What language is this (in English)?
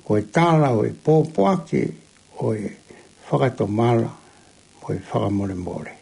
Tongan